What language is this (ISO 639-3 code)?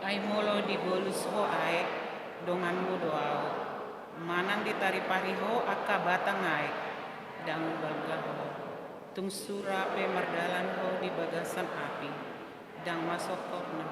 bbc